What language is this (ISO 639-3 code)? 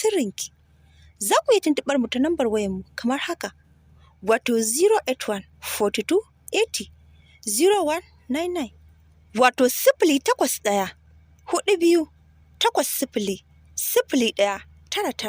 hau